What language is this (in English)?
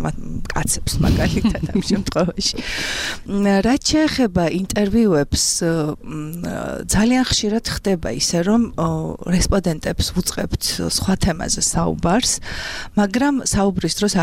Georgian